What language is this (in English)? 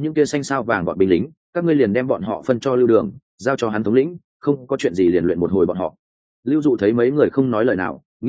Vietnamese